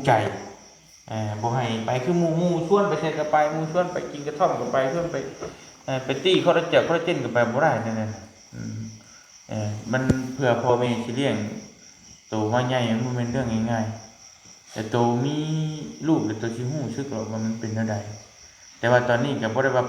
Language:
Lao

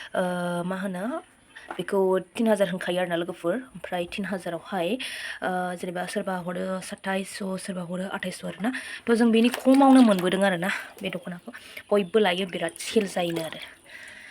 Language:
Bodo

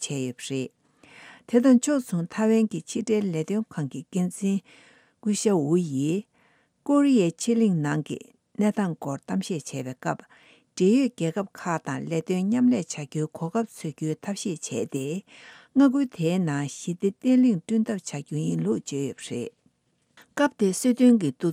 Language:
Tibetan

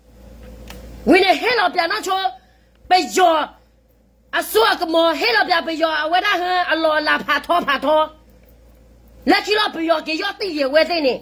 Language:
S'gaw Karen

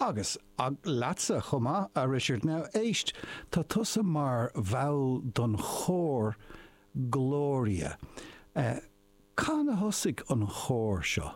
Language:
Irish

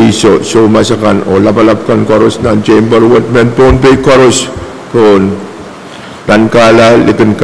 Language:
Pohnpeian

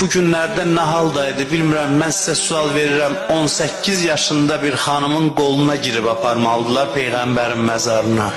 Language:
Azerbaijani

